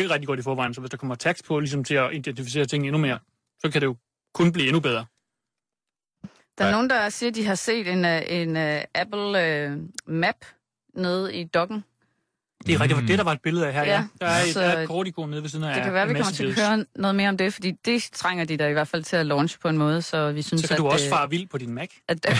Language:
Danish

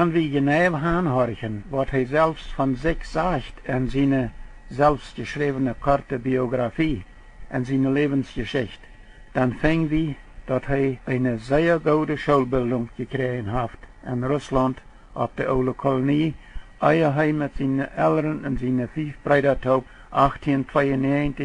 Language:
Plautdietsch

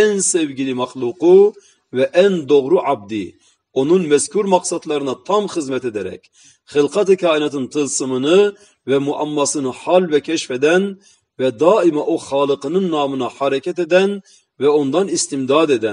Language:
Turkish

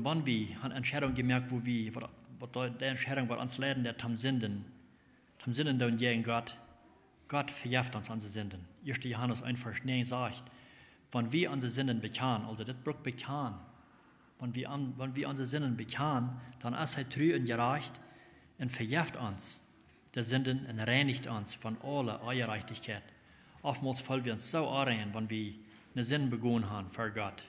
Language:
Plautdietsch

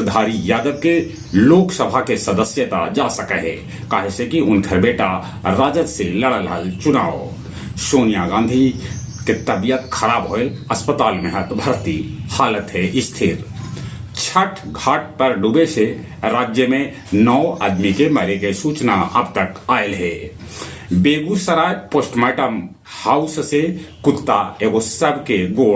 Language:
Magahi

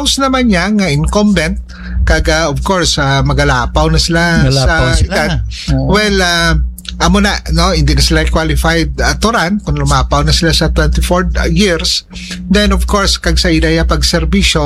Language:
Hiligaynon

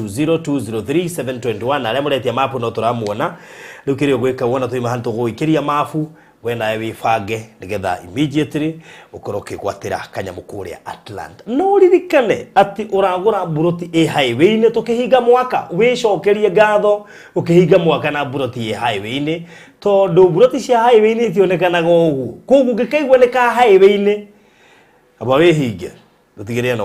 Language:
Kikuyu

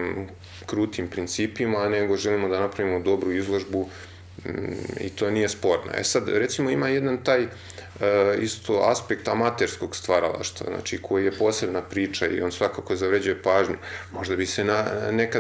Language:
Serbian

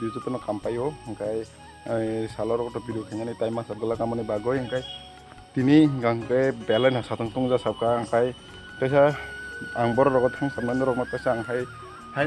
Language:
Kok Borok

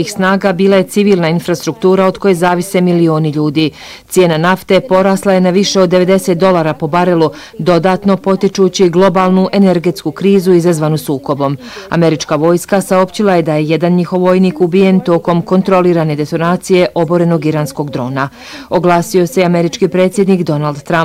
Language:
Bosnian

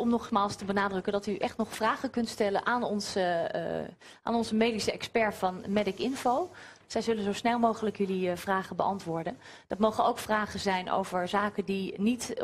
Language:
Dutch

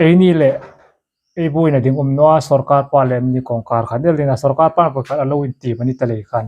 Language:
Hmar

